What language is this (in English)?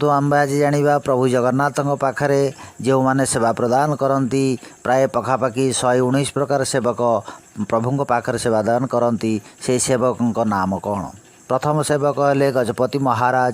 Odia